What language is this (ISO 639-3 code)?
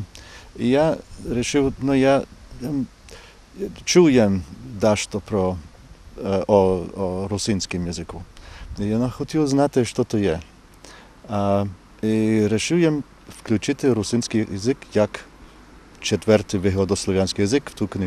rue